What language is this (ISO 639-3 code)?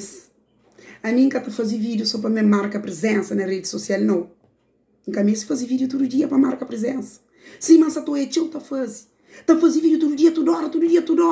kea